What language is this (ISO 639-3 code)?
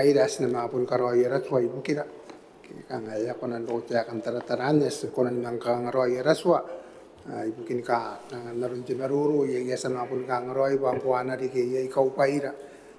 gil